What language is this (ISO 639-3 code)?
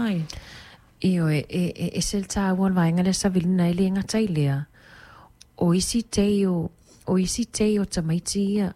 smo